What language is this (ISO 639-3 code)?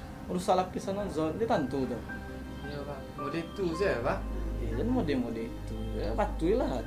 min